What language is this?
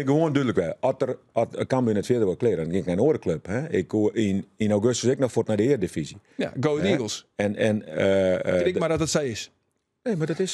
Western Frisian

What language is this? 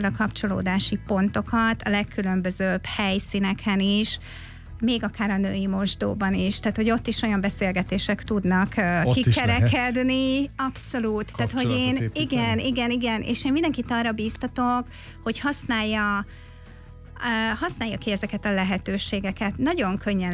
Hungarian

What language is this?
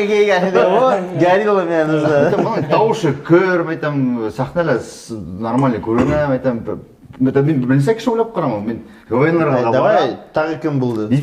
Bashkir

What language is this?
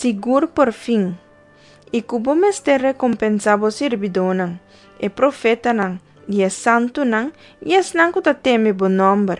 Papiamento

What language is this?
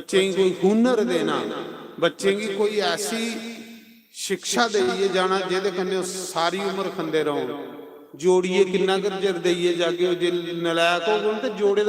Dogri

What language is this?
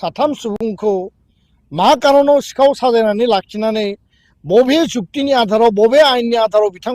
Bodo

